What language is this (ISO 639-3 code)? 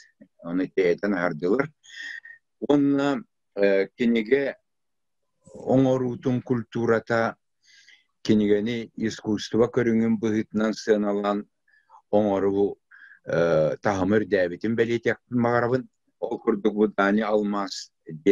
sah